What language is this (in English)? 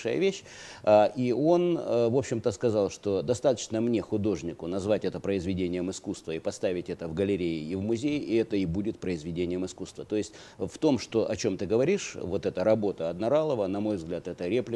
Russian